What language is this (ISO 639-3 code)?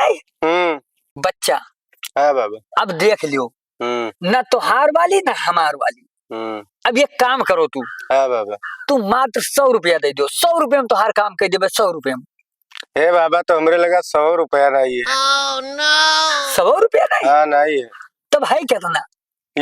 awa